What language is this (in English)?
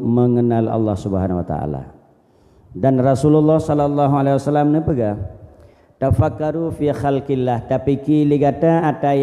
Achinese